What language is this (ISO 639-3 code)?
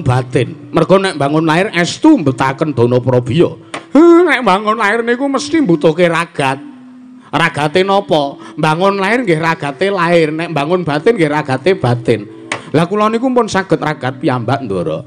jav